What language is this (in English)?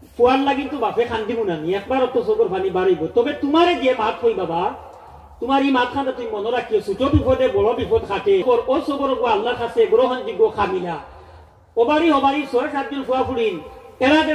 Sylheti